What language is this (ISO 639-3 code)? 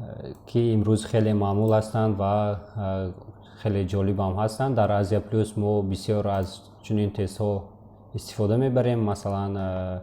tgk